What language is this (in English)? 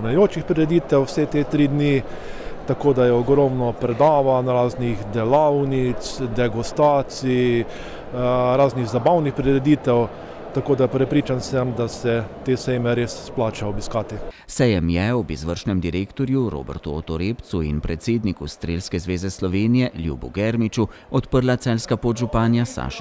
Slovenian